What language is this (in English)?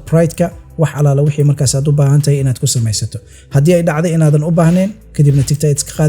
Somali